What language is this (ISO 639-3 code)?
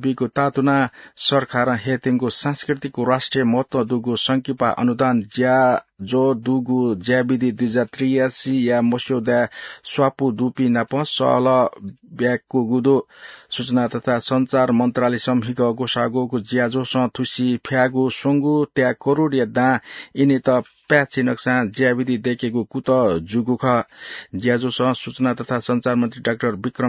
new